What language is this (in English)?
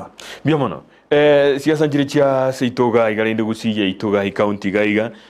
Gusii